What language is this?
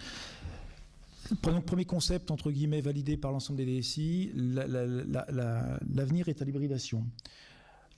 French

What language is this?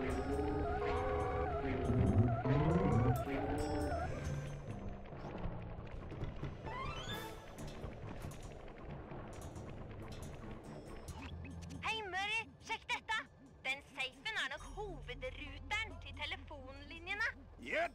Norwegian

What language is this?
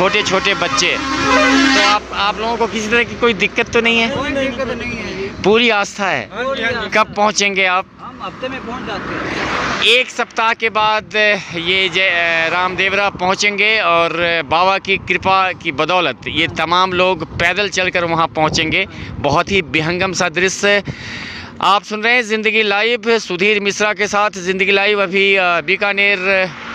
Hindi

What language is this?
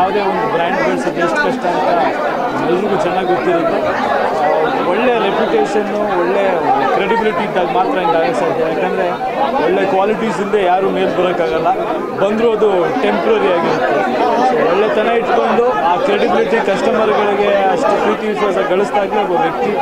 Kannada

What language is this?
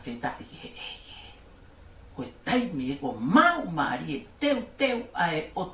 Tongan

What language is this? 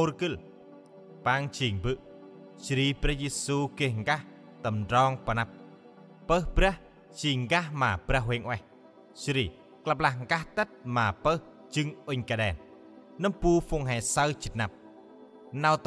Central Mnong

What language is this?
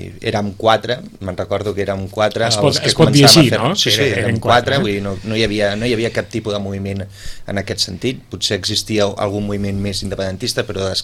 Catalan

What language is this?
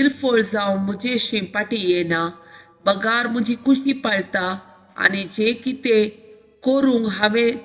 Konkani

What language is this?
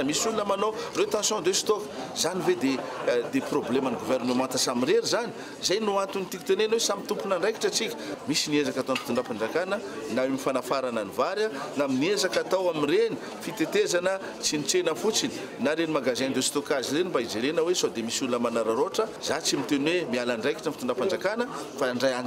Malagasy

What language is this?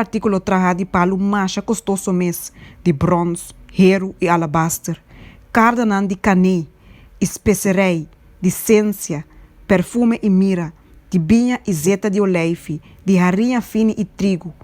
Papiamento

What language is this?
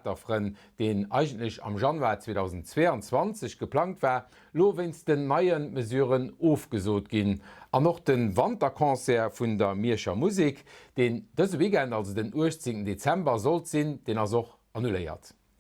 Luxembourgish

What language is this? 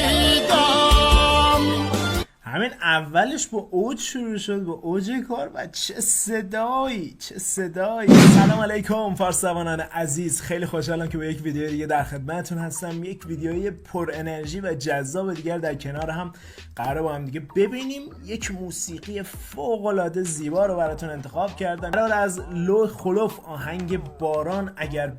Tajik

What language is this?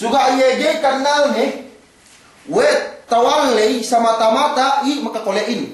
Yakan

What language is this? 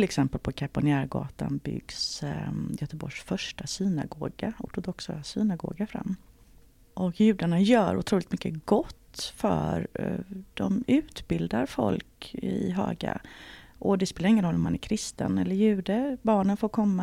Swedish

